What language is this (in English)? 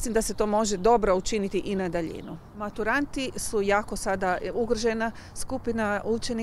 Croatian